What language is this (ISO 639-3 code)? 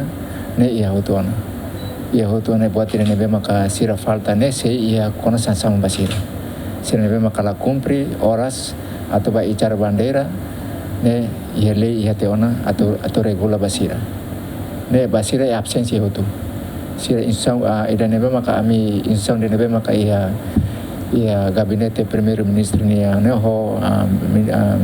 tet